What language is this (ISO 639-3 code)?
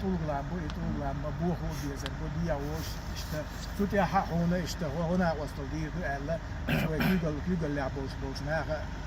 che